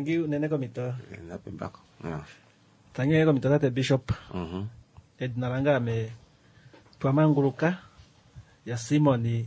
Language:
Kuanyama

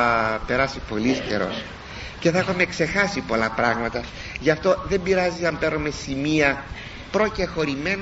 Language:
Greek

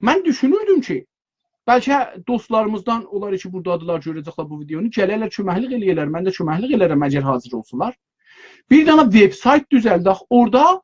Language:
South Azerbaijani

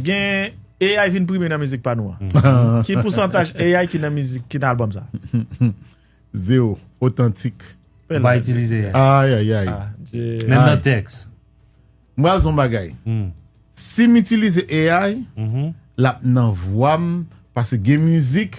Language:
Haitian Creole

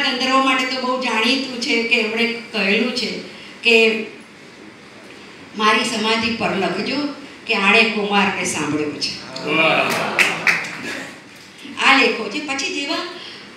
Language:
Gujarati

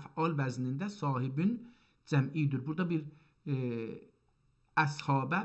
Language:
South Azerbaijani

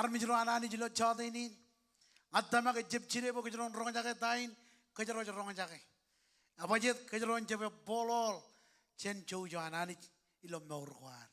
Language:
Marshallese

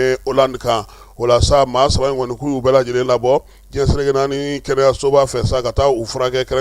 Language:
Bambara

